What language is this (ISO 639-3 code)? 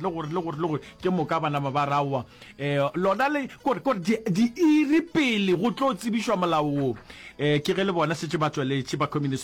nso